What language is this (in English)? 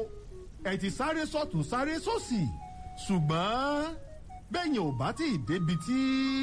Yoruba